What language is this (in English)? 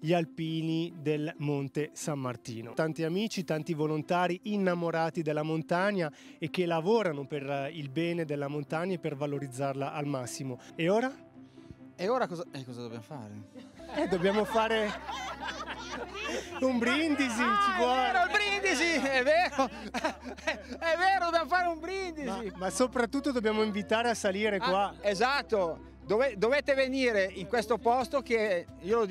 Italian